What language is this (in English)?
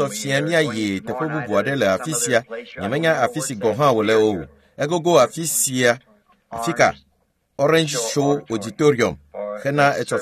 Ewe